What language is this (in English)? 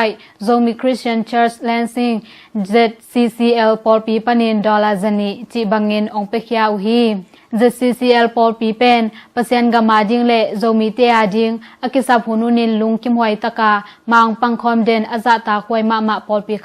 Tedim Chin